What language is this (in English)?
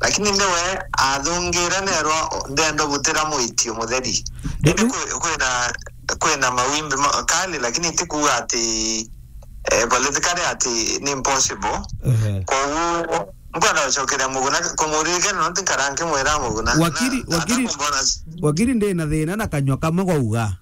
Meru